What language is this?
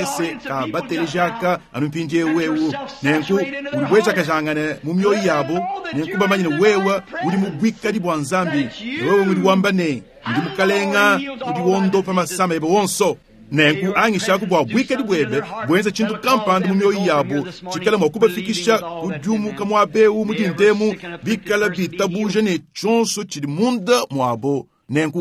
Luba-Lulua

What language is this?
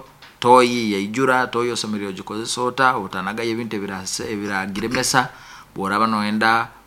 Nyankole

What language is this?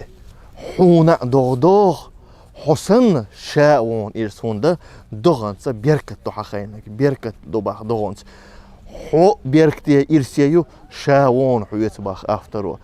Chechen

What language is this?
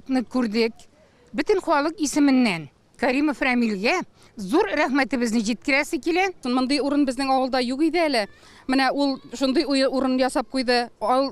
Tatar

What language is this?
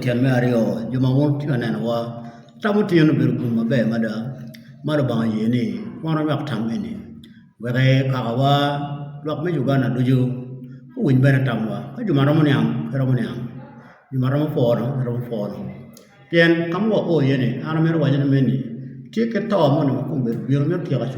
Acoli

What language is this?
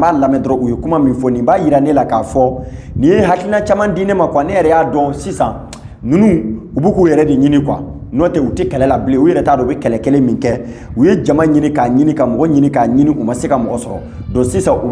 Bambara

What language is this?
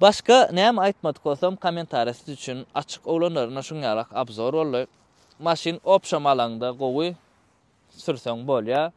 Turkmen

